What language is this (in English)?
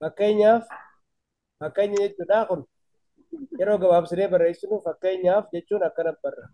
Oromo